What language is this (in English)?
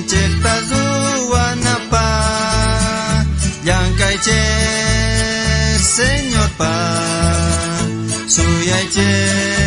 South Bolivian Quechua